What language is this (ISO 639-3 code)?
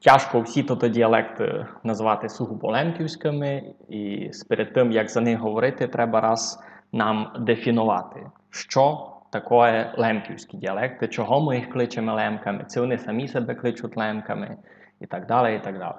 rue